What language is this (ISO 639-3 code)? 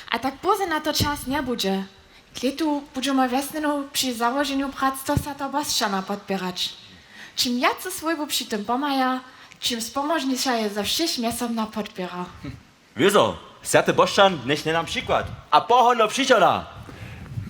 hsb